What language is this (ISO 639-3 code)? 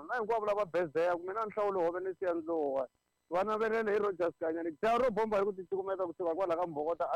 tso